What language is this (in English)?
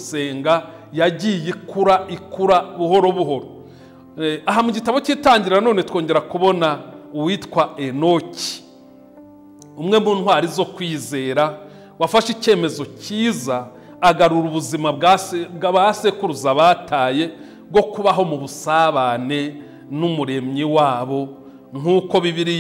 Kinyarwanda